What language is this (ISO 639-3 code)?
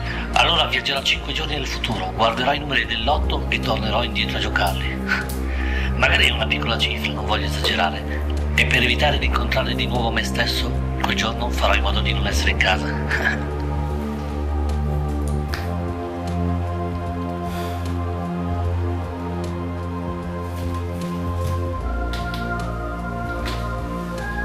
ita